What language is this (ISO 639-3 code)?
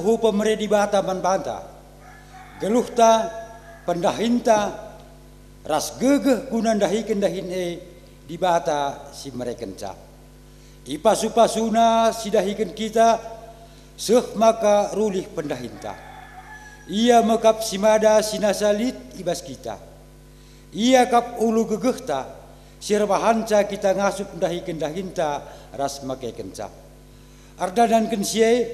btx